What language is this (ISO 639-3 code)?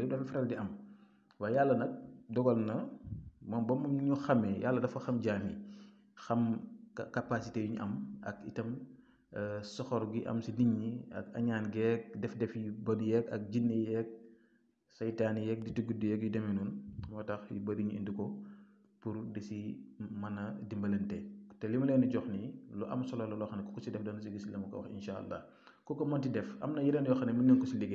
wol